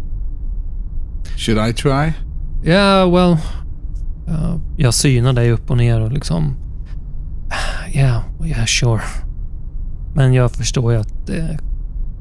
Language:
Swedish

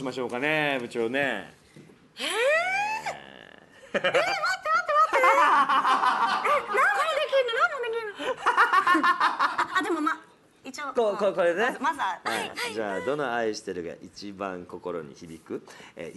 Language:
Japanese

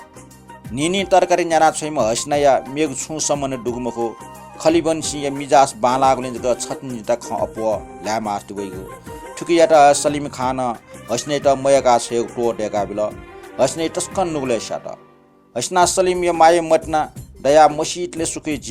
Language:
Newari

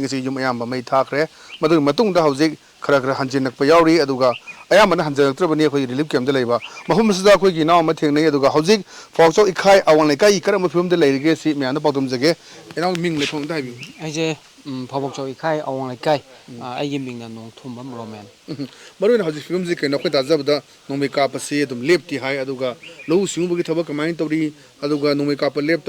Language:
Manipuri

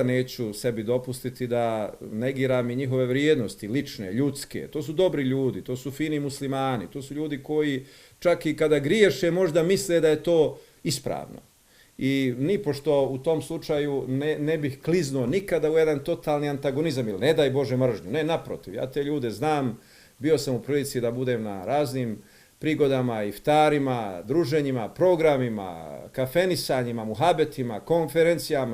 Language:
Bosnian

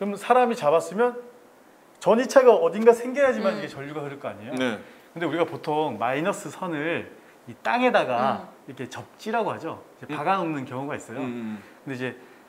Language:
Korean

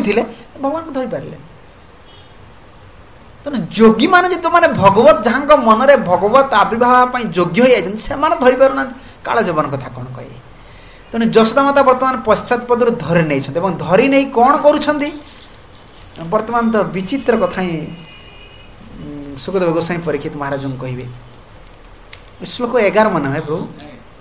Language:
Odia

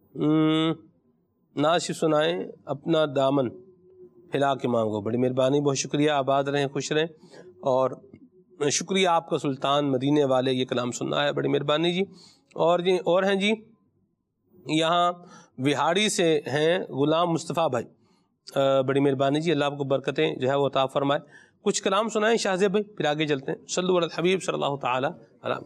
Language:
Urdu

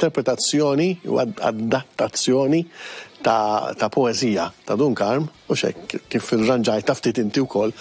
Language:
Maltese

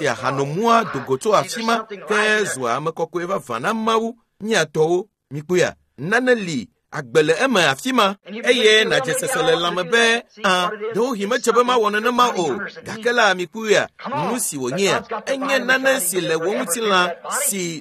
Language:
Ewe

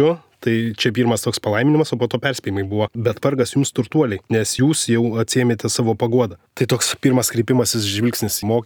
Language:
Lithuanian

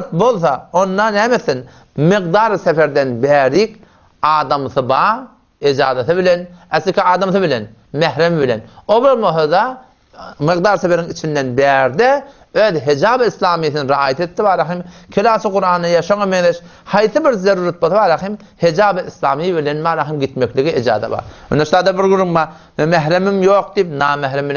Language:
Turkmen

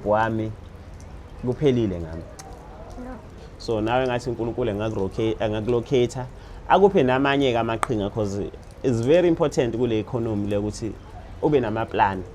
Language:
Zulu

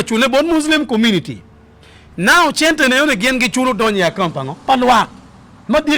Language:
Acoli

